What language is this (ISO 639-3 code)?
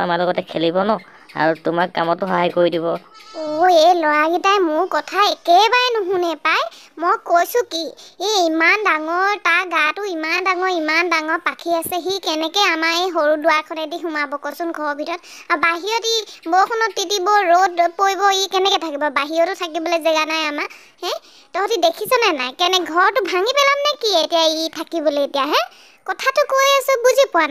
asm